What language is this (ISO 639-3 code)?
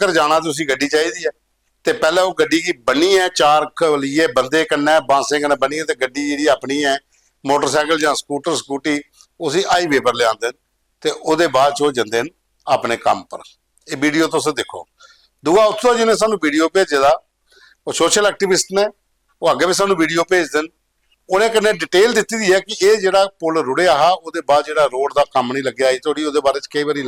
doi